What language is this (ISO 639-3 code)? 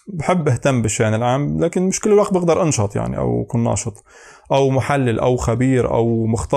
apc